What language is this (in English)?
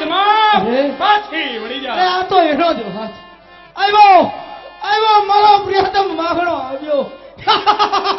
Gujarati